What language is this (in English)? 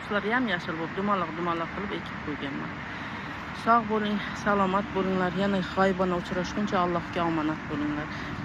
Uzbek